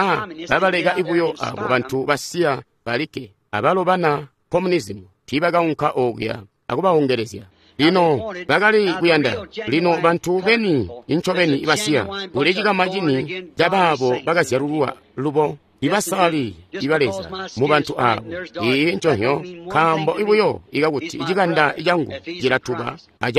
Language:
Tonga (Zambia)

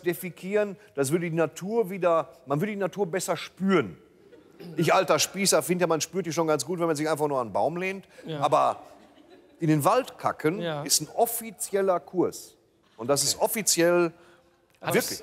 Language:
German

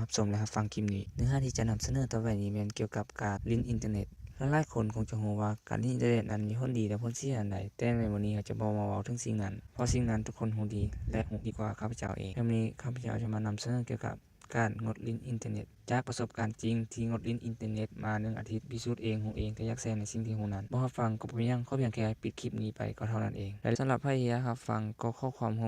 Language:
Lao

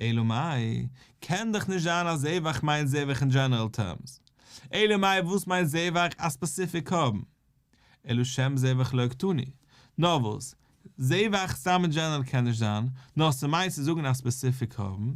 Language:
Yiddish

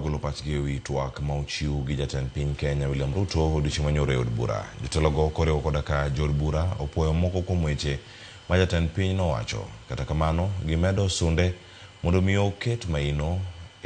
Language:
Luo (Kenya and Tanzania)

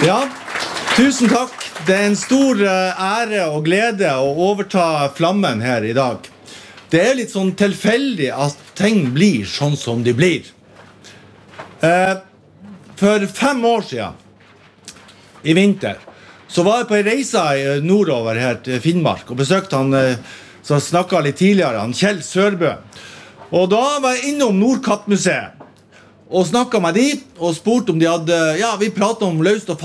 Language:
Norwegian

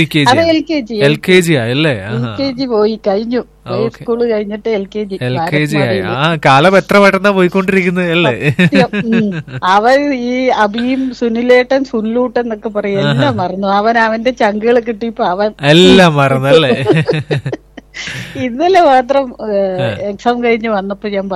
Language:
Malayalam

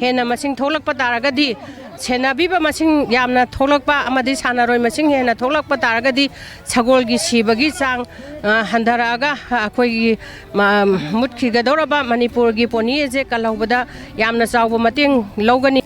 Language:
Manipuri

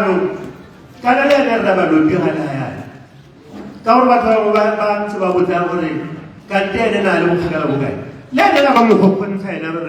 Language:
Tswana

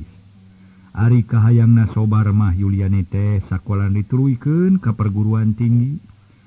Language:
Sundanese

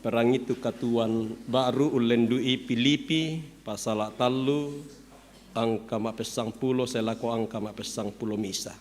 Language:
Toraja-Sa'dan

